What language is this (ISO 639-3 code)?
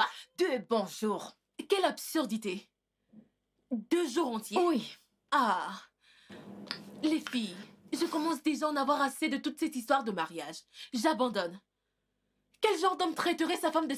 fra